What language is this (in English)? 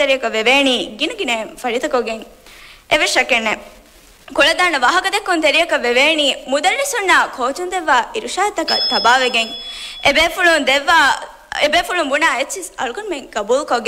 Divehi